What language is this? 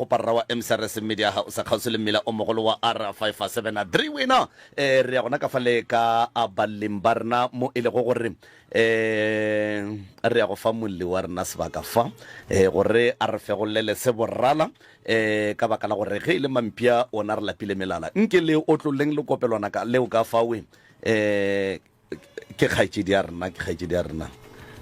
Northern Sotho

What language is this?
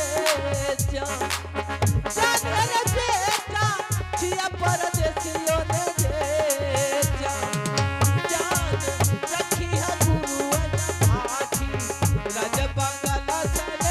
Angika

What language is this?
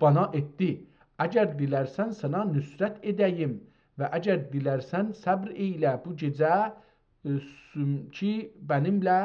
South Azerbaijani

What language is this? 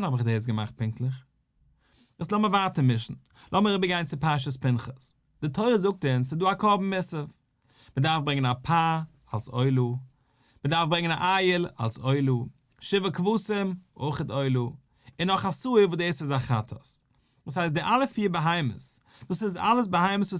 Yiddish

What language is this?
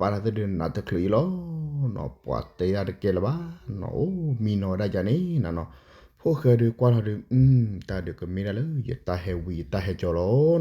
S'gaw Karen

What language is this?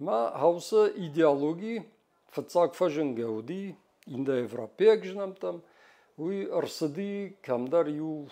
Ossetic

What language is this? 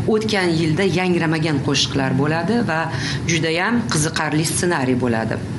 Uzbek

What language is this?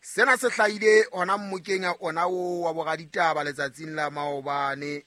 Southern Sotho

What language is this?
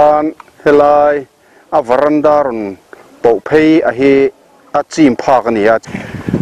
Mizo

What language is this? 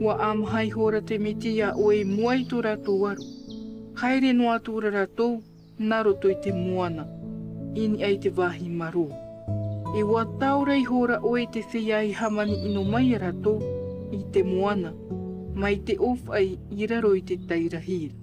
Tahitian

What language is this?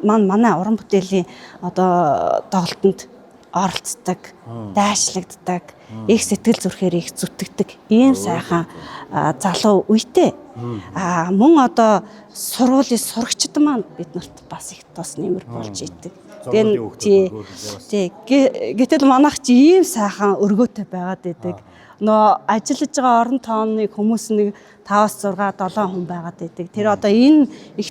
Mongolian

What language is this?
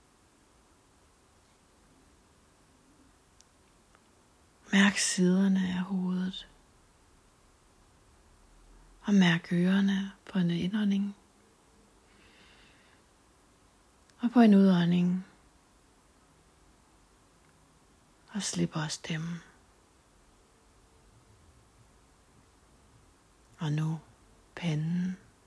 Danish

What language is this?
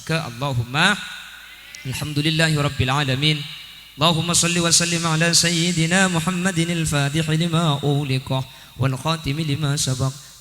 Madurese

